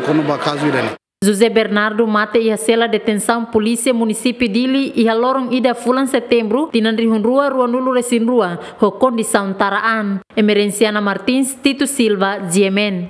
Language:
Tetum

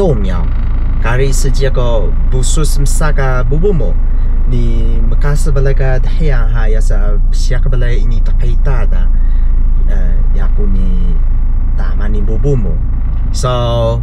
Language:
Taroko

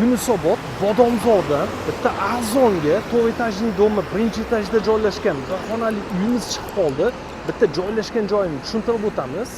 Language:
Uzbek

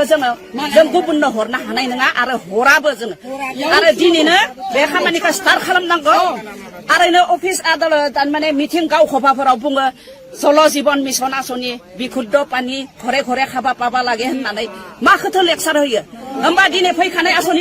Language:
Bodo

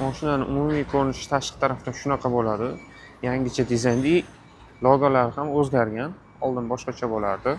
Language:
Uzbek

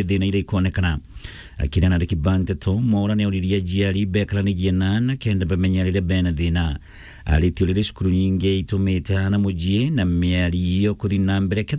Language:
Meru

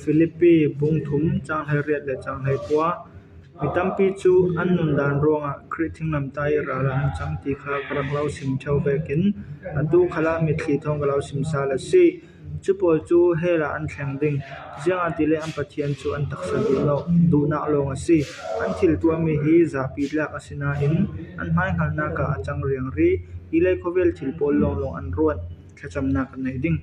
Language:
Falam Chin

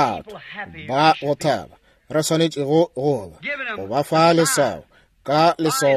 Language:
Northern Sotho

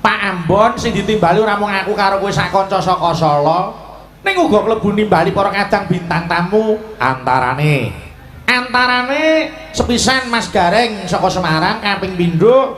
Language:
Javanese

